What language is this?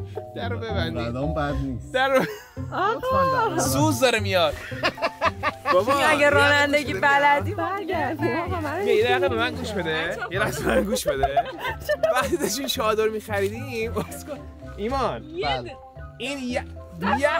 Persian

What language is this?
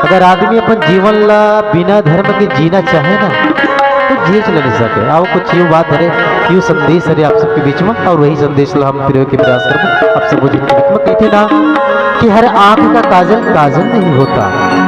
Chhattisgarhi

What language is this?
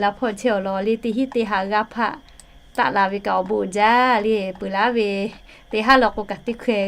Lahu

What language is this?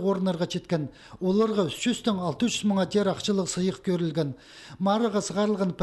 Khakas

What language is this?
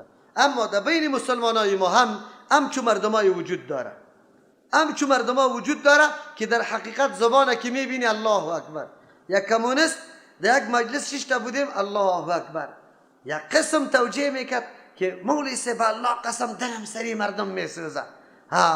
Persian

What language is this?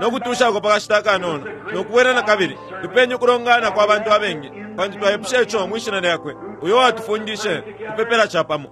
Bemba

